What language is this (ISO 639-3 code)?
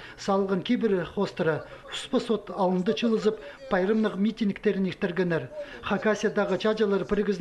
kjh